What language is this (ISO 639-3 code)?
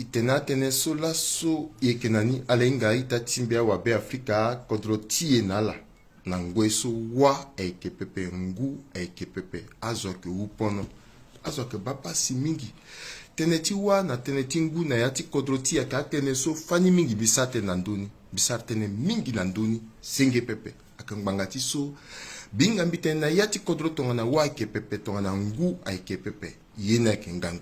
sag